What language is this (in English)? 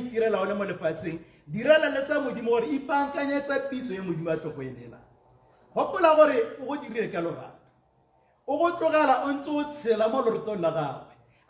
Tswana